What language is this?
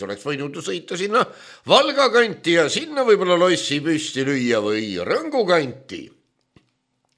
Estonian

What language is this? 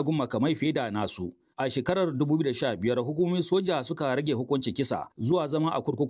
Hausa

